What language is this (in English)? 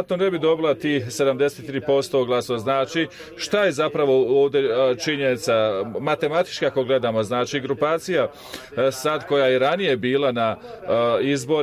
Bosnian